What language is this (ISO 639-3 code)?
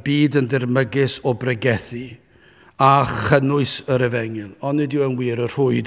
cym